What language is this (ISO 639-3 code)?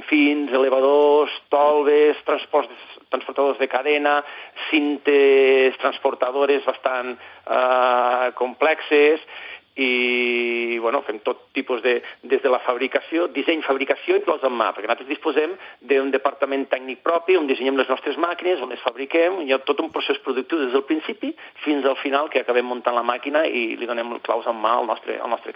cat